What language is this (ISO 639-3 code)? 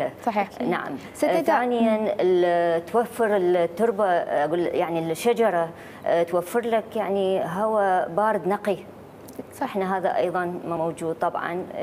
acm